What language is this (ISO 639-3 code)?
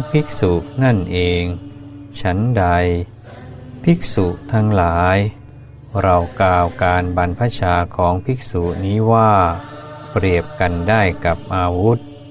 tha